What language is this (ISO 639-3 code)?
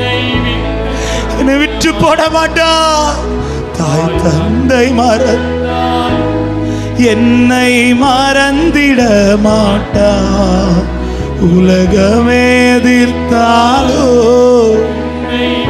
tam